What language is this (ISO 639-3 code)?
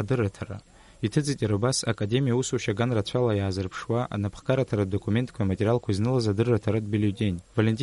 abk